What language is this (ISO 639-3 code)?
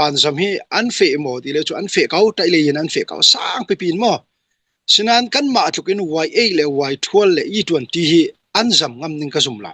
cnh